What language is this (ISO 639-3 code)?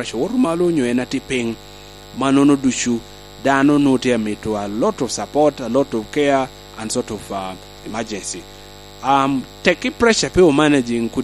laj